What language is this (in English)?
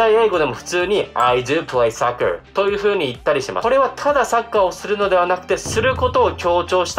Japanese